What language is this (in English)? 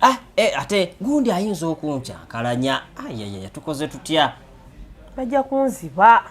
Ganda